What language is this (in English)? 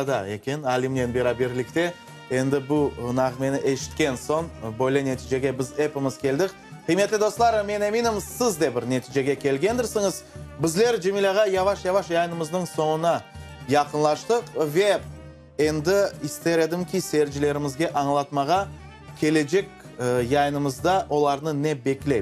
Crimean Tatar